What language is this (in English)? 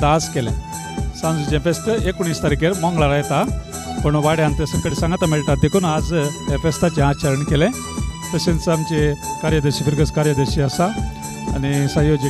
Konkani